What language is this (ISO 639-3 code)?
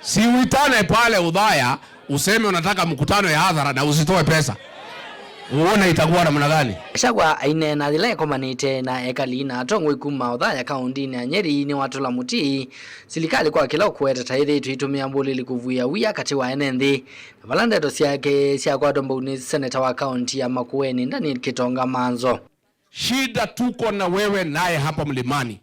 kam